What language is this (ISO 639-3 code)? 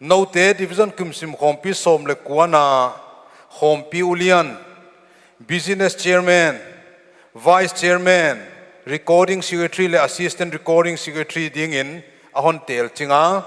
pck